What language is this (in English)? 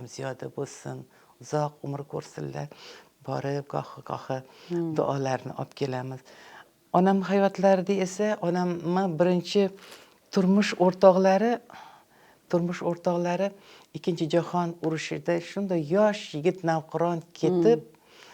Uzbek